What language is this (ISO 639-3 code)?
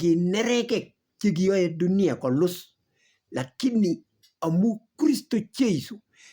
kln